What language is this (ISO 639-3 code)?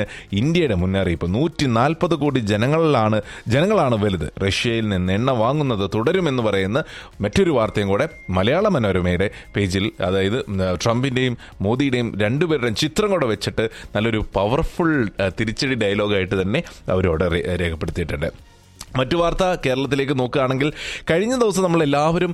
mal